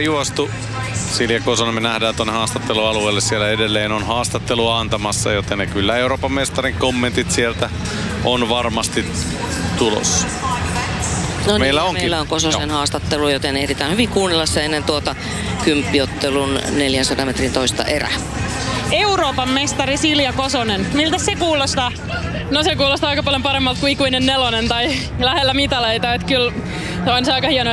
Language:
Finnish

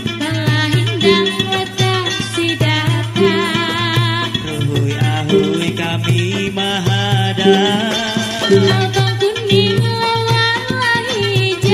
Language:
Banjar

